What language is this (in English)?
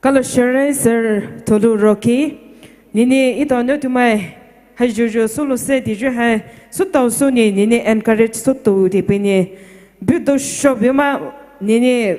Poumei Naga